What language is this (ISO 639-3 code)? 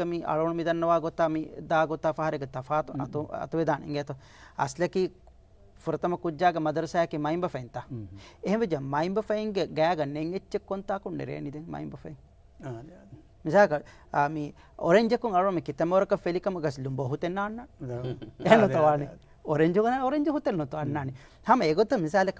div